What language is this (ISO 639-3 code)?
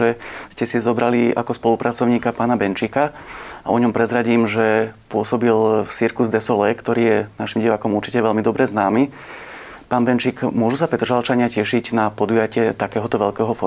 slk